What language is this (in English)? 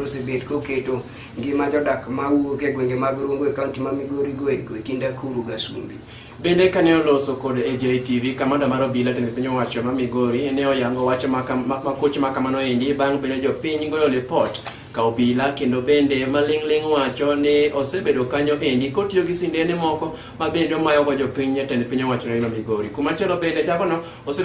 Luo (Kenya and Tanzania)